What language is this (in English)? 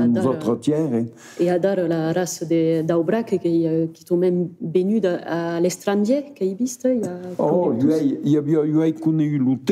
Occitan